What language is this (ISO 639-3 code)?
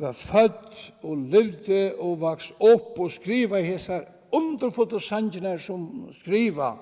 fao